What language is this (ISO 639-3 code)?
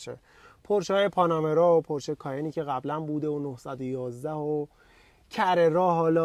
fas